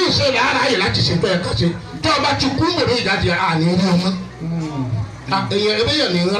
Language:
Yoruba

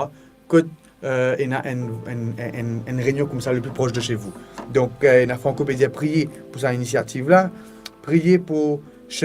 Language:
Morisyen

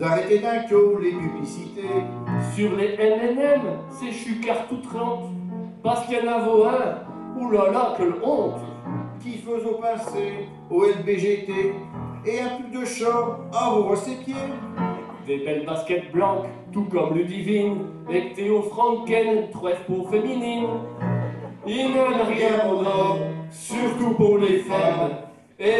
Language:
Picard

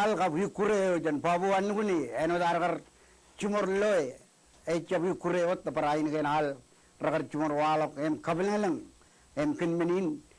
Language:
Marshallese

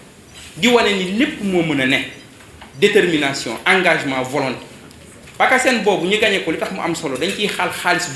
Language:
Wolof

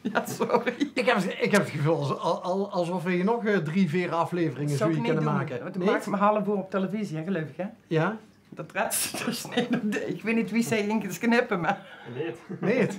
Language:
Limburgish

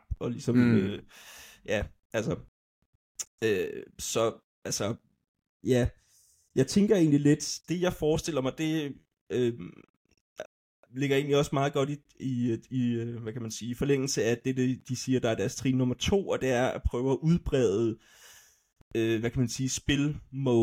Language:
Danish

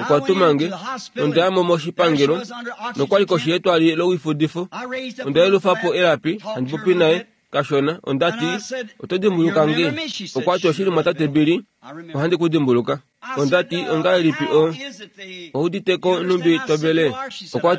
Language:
Kuanyama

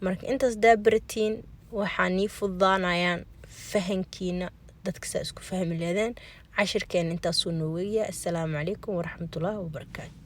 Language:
Somali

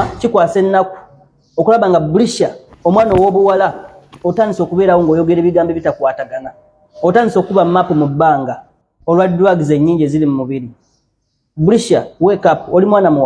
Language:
Ganda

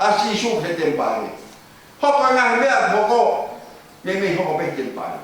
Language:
Tongan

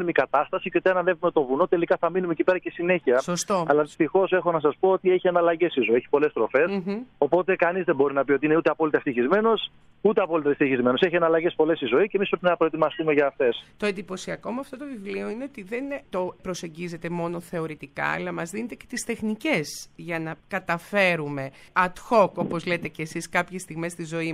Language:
Greek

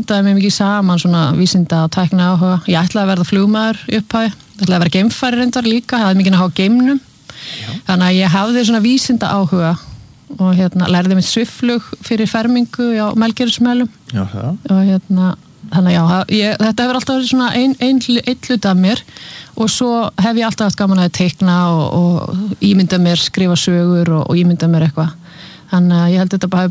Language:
Icelandic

